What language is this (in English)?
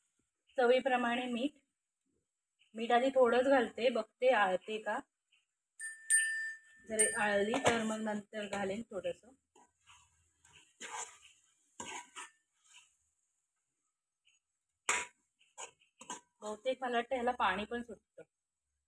Marathi